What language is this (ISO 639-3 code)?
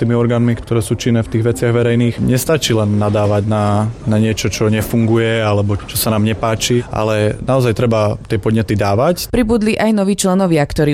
slk